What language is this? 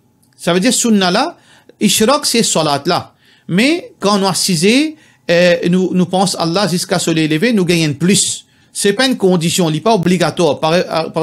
Morisyen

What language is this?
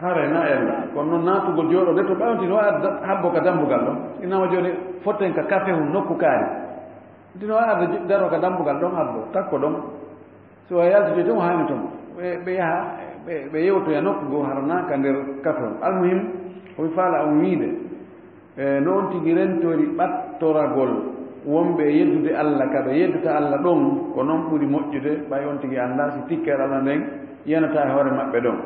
Fula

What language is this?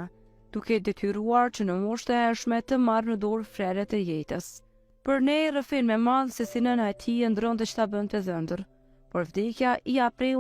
Albanian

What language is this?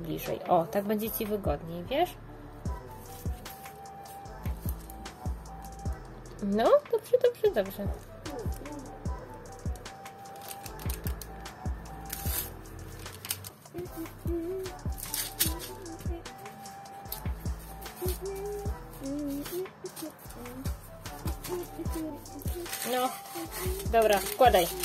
Polish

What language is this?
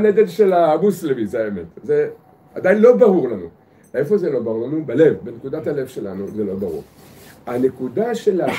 Hebrew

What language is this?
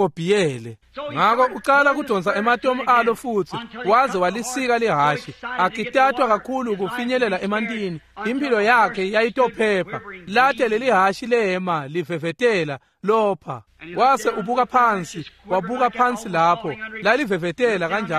Swati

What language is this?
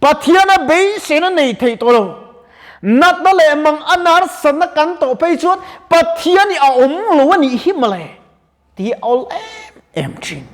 Mizo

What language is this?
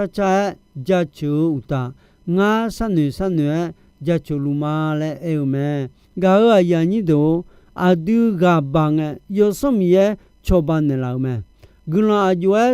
Akha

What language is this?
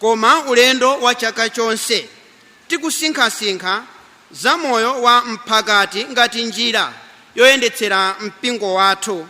Nyanja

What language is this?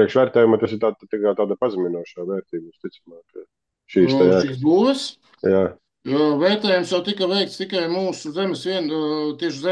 Latvian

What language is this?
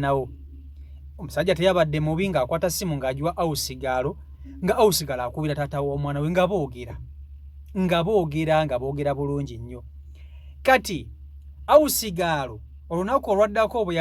Ganda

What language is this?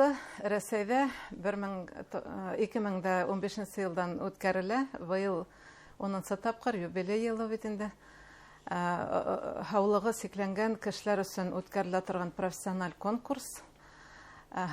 Bashkir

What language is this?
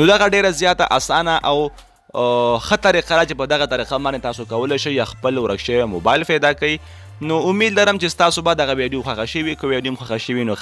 Pashto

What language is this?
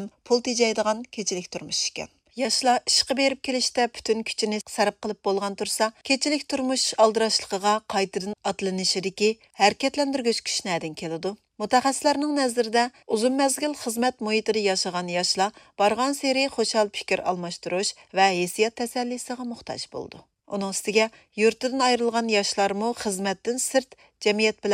Uyghur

